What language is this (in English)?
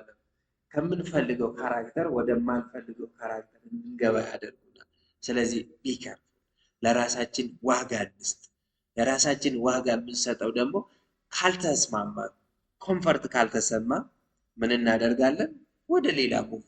Amharic